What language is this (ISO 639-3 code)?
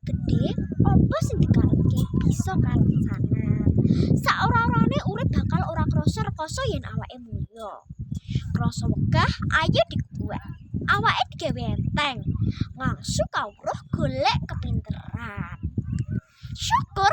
jav